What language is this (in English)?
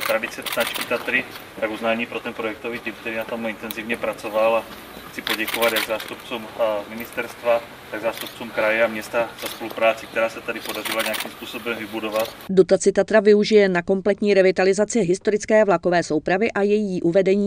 Czech